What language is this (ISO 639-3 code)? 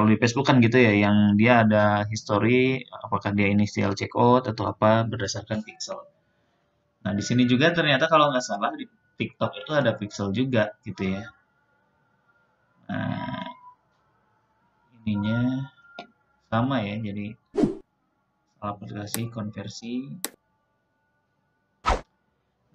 ind